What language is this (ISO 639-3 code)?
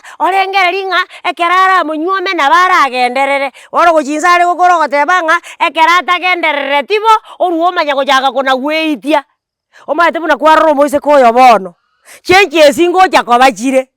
guz